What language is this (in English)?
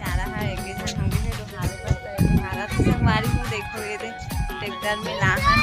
Chhattisgarhi